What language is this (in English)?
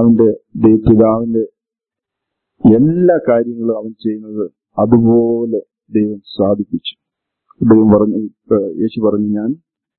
Malayalam